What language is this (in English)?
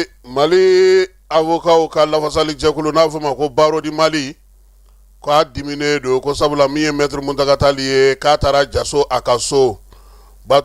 Bambara